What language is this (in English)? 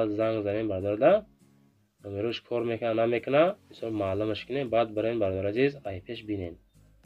Tajik